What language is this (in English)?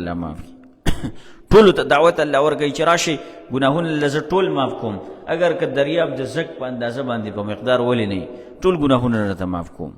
Pashto